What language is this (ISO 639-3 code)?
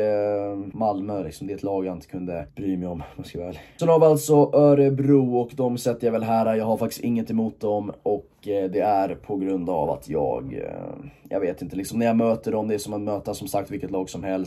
swe